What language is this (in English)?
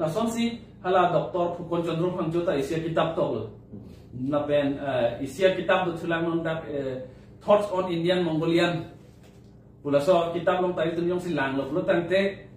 Karbi